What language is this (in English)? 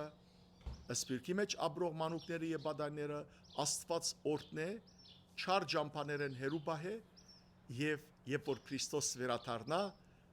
Western Armenian